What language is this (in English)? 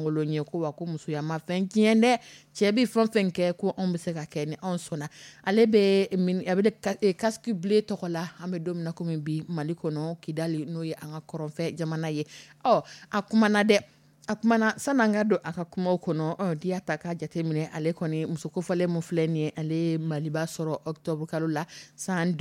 Dyula